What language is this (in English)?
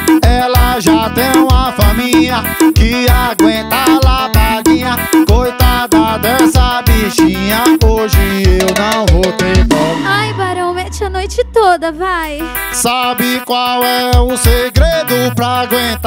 Portuguese